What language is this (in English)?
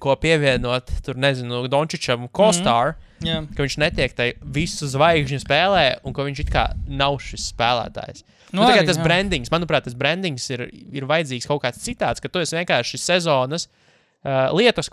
Latvian